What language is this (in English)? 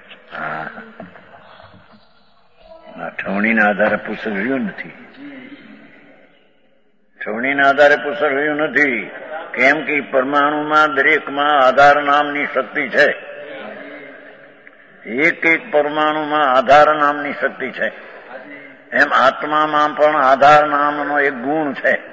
Gujarati